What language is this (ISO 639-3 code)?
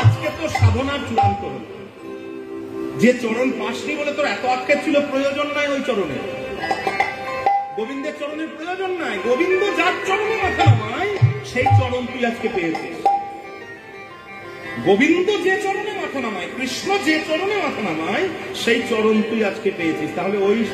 ben